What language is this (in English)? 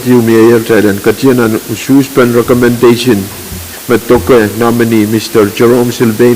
Pohnpeian